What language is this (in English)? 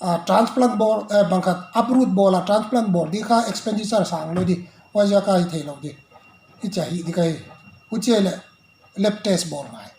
Paite Chin